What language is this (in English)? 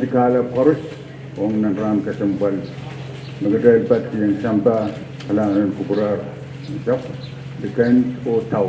Pohnpeian